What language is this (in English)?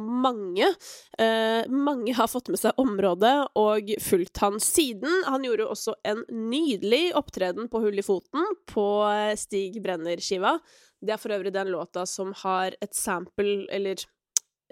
Norwegian